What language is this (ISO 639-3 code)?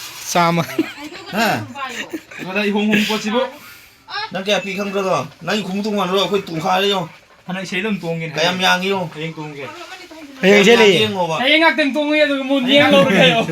mni